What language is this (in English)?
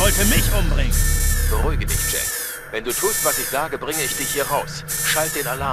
Bavarian